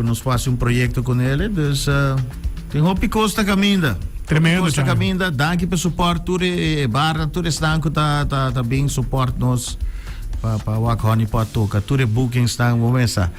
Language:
Papiamento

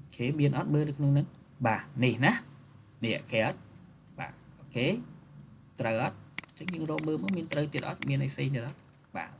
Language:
Khmer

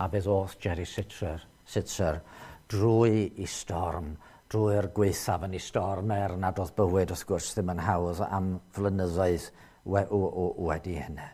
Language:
Welsh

